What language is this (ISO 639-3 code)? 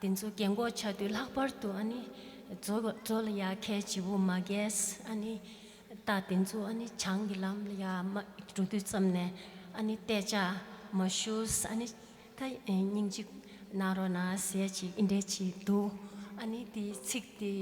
bod